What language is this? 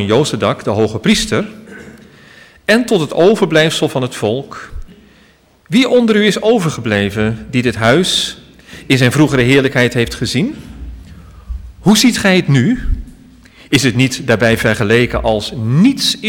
Dutch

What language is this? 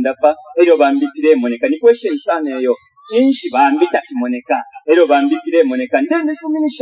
Bemba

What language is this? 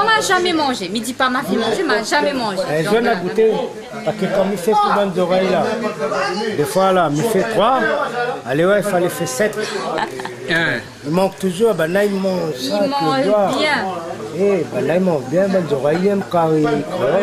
Réunion Creole French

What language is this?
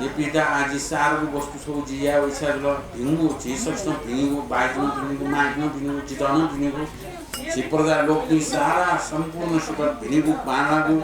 Newari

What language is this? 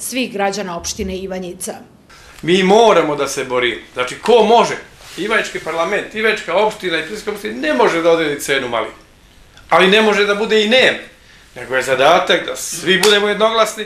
Serbian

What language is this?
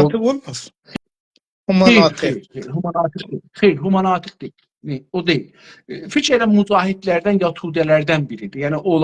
South Azerbaijani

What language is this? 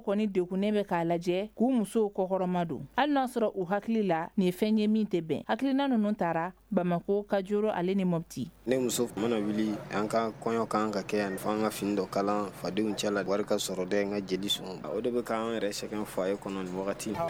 Bambara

